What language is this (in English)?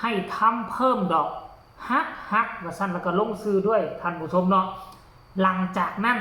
Northeastern Thai